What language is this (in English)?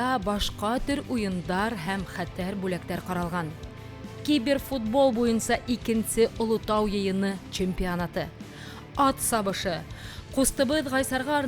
Bashkir